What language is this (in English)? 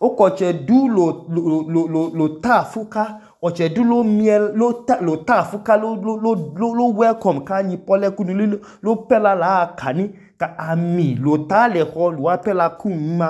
Idoma